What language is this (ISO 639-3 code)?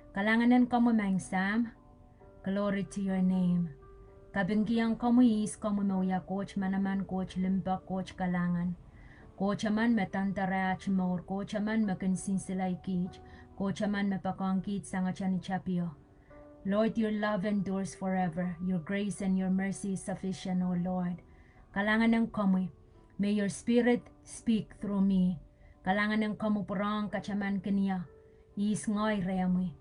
pon